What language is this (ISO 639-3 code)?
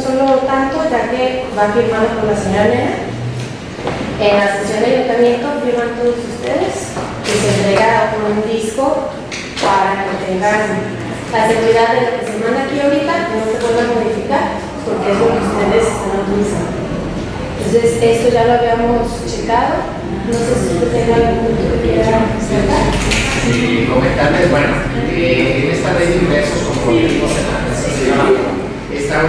spa